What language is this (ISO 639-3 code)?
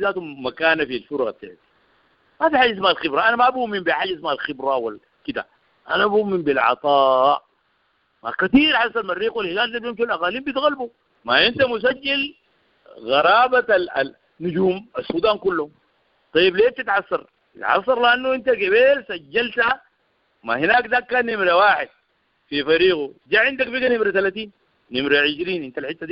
apd